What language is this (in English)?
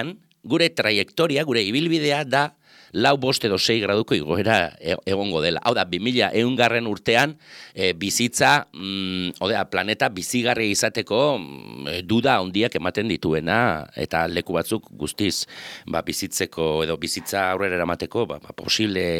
Basque